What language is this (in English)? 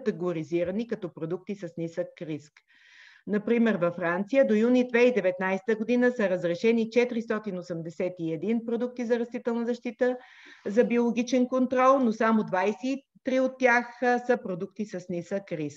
Bulgarian